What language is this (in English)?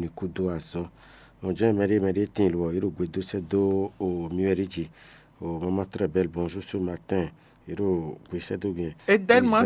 Fon